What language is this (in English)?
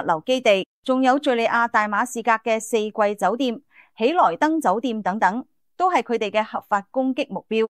Cantonese